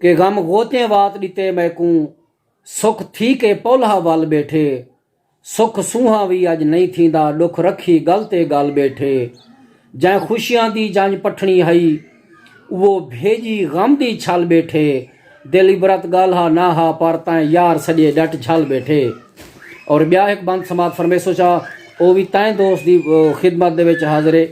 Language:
Saraiki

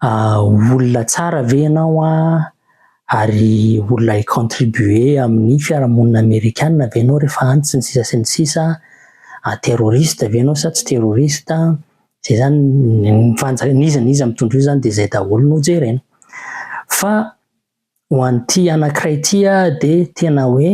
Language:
Malagasy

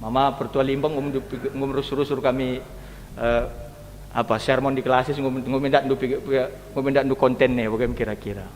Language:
Batak Karo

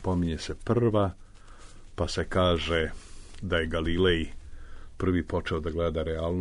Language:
Serbian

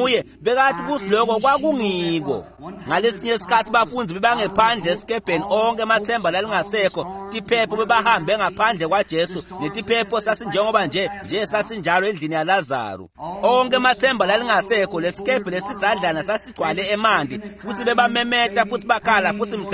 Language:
Swati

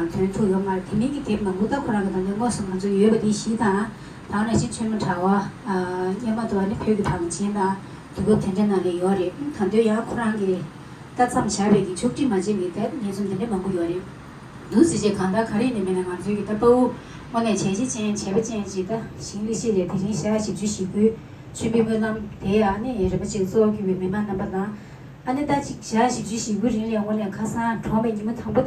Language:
Tibetan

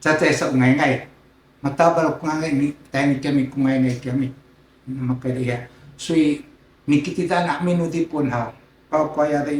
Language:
Sakizaya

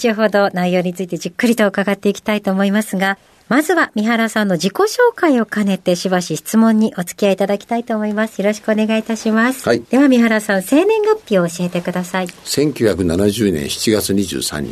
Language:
Japanese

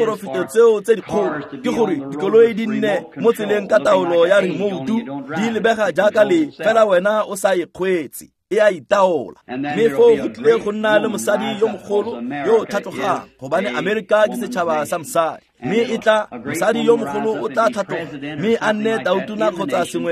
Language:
Tswana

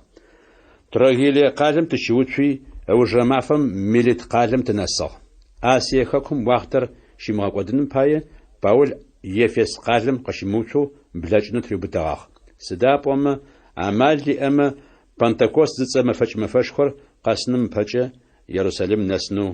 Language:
Adyghe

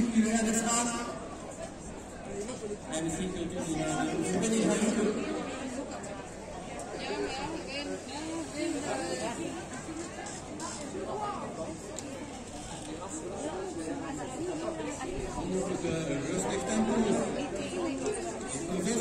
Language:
Dutch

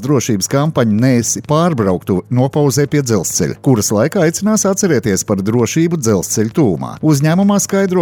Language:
Latvian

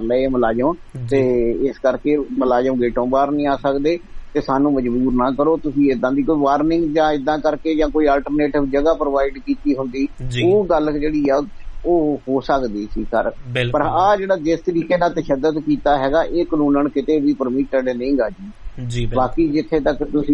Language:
Punjabi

